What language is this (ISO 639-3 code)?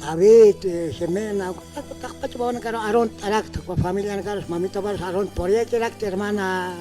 aym